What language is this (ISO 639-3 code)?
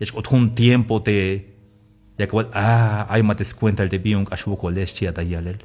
tzh